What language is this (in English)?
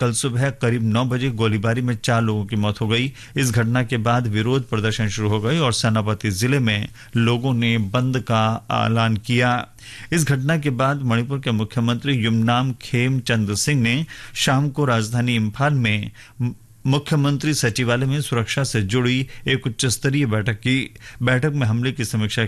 Hindi